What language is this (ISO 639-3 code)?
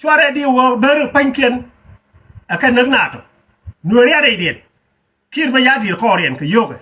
nus